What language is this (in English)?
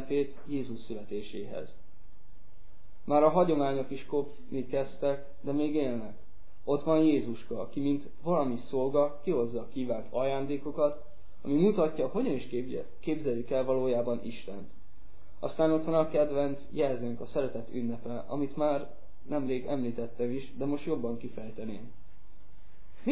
Hungarian